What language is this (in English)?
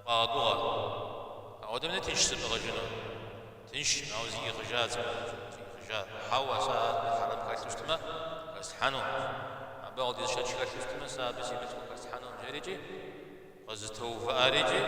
Kabardian